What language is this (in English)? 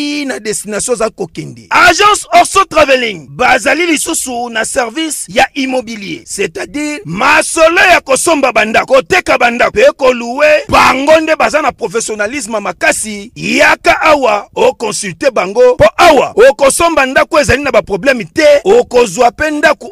Lingala